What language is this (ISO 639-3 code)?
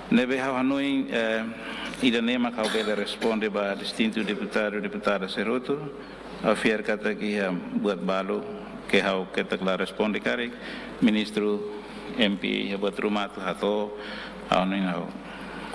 tet